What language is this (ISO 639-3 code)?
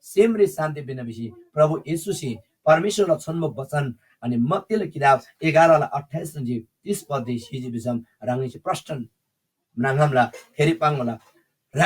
taj